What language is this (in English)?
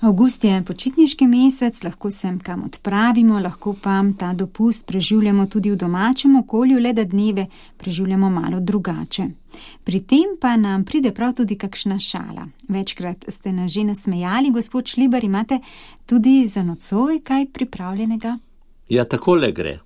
Slovenian